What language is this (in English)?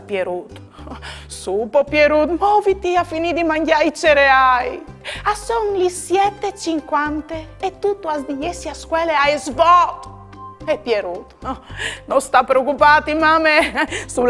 Friulian